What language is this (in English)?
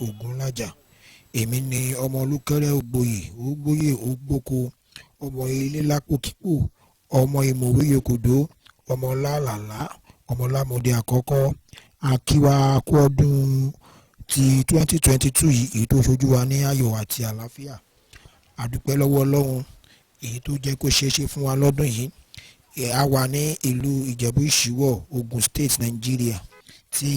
Yoruba